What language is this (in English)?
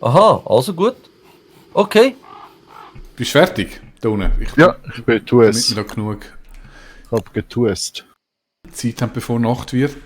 Swiss German